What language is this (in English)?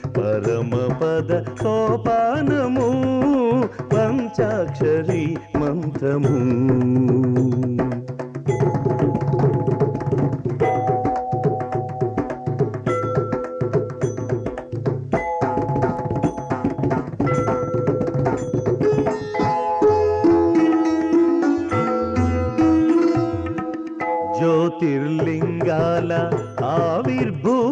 Telugu